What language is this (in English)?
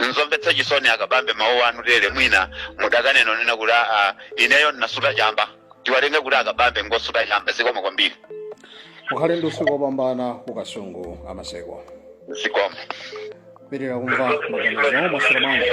Nyanja